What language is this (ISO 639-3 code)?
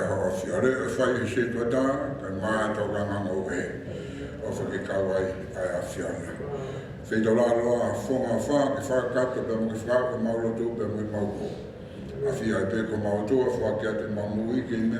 ton